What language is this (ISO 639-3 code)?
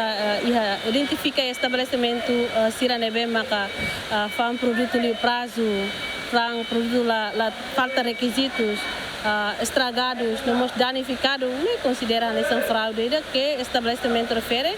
tet